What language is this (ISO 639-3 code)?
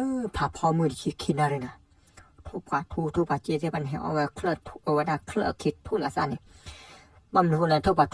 ksw